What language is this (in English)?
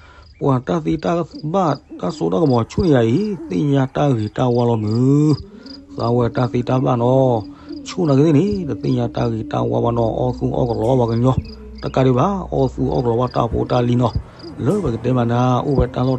S'gaw Karen